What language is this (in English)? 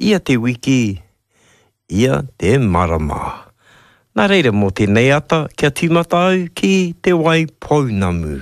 Māori